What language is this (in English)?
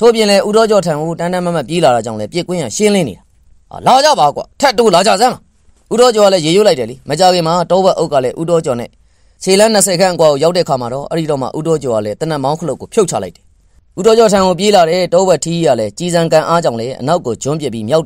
Burmese